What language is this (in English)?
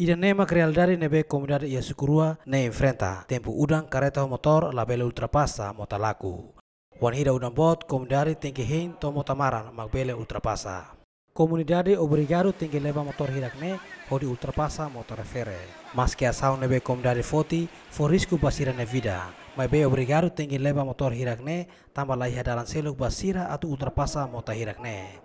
Tetum